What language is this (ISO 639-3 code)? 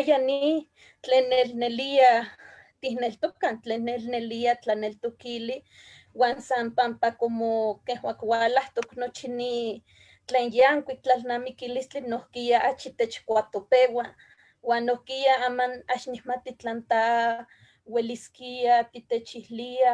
nhe